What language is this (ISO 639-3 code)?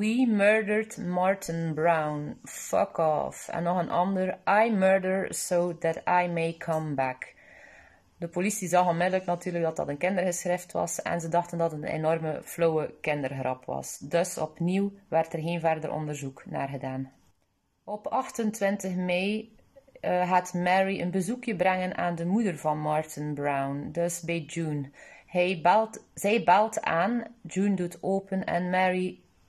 nld